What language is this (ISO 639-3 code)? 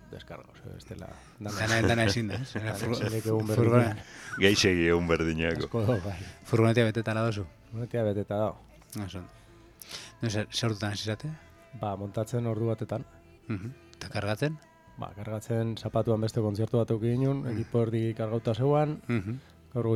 eus